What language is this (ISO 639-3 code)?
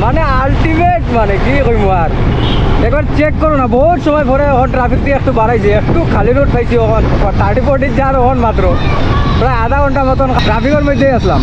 syl